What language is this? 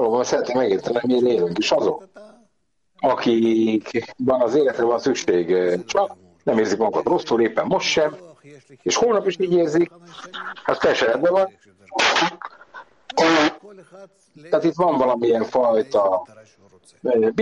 Hungarian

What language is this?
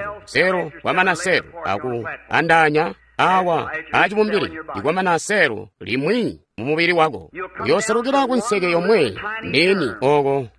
Tonga (Zambia)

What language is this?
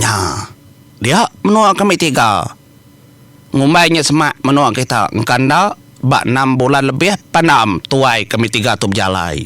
Iban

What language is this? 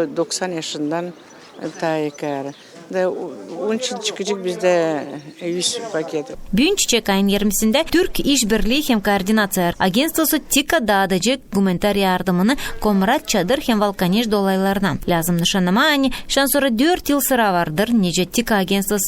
Gagauz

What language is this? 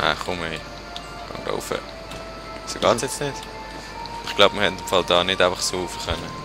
Swiss German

